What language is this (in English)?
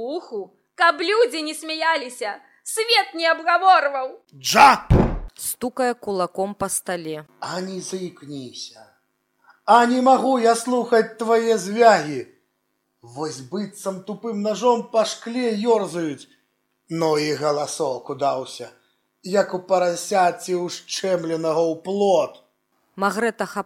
Belarusian